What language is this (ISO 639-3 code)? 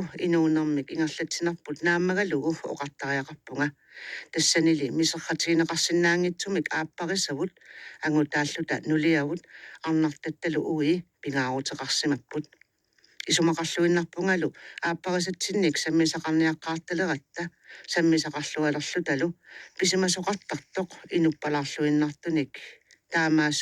kal